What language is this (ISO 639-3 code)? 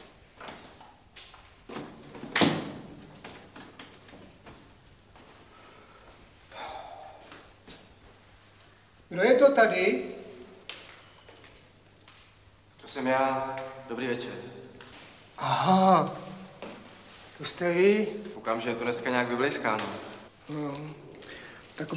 ces